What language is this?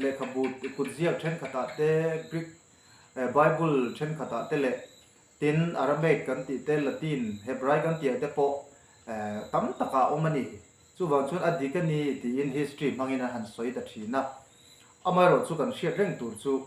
Mizo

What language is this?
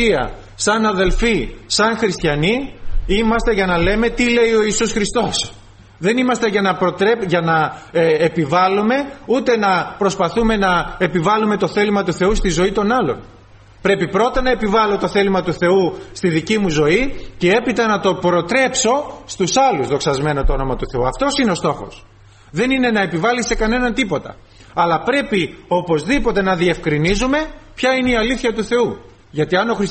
Greek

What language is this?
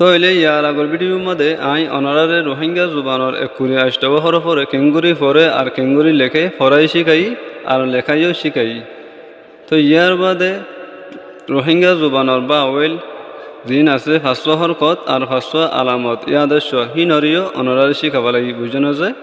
Rohingya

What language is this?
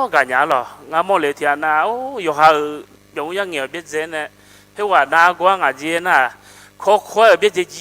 Akha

